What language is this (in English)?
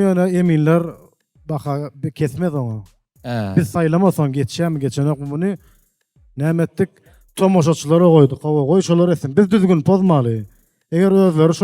Turkmen